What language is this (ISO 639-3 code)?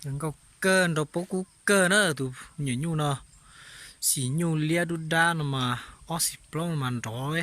hmn